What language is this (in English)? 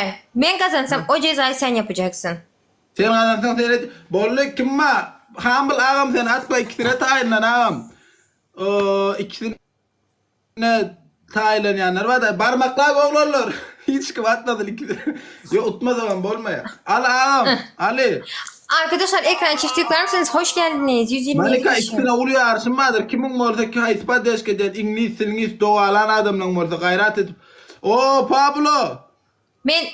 Turkmen